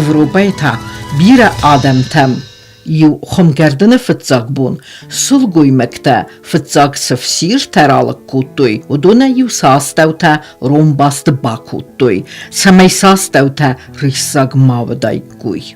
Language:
Ossetic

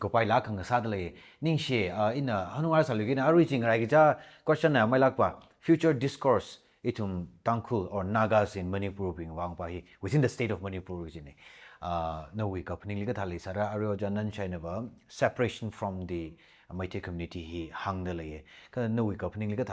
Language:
Tangkhul Naga (India)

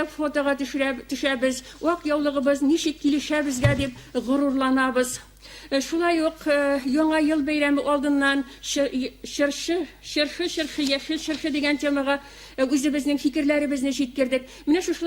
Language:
Tatar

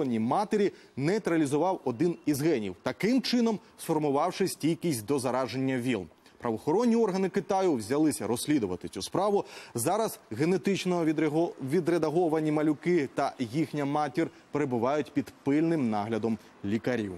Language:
Ukrainian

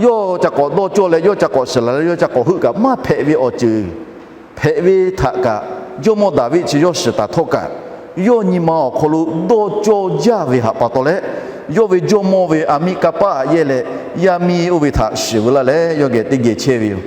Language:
Lahu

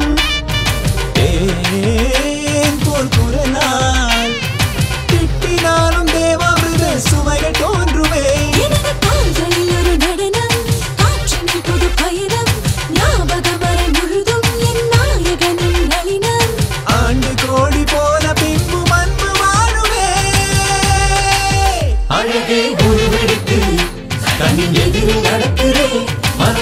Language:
Tamil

